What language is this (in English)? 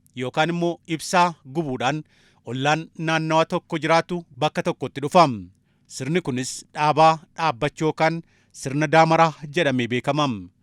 Oromo